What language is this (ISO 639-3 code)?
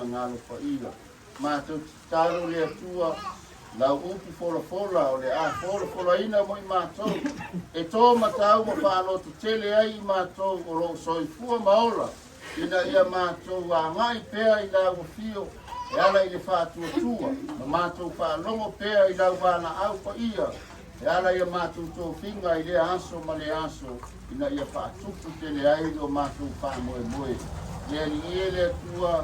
smo